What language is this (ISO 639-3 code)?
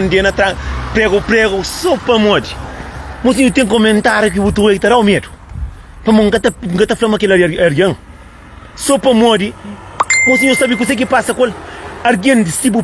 kea